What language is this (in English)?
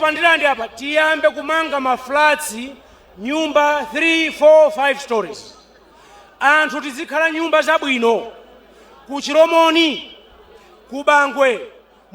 Nyanja